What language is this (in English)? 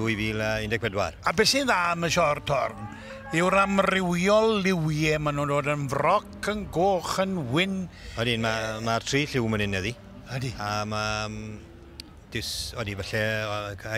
Welsh